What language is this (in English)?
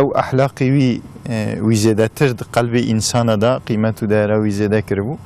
Kurdish